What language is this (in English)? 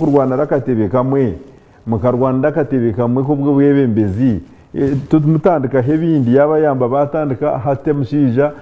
Nyankole